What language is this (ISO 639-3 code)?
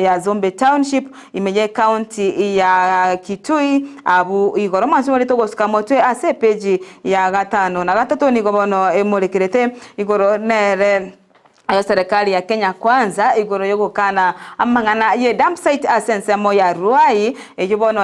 guz